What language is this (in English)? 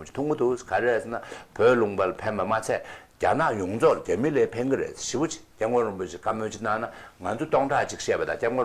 Tibetan